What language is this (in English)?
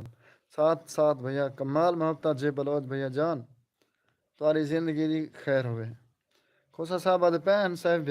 Saraiki